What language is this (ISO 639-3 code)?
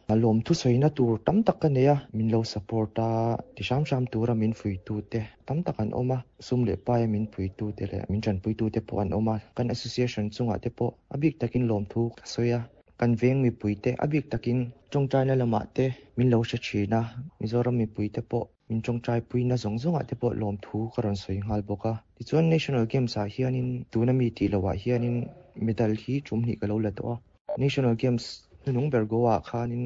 lus